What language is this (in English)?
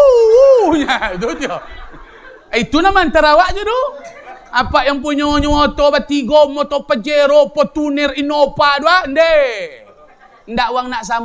Minangkabau